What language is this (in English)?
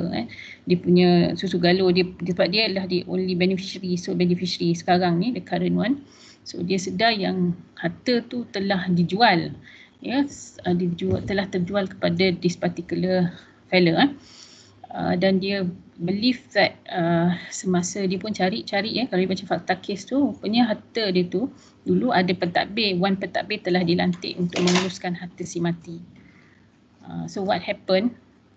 Malay